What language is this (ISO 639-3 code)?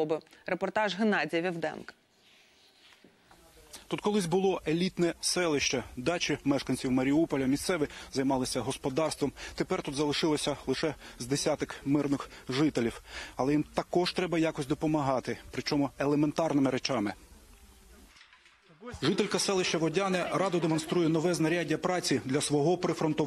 ukr